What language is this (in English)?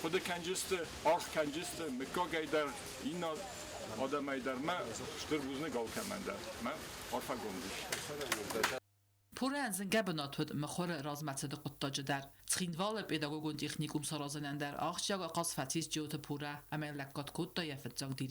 Ossetic